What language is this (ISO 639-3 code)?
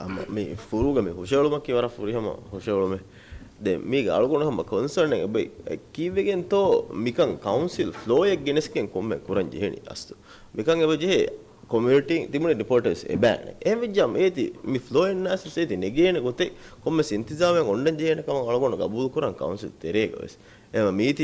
div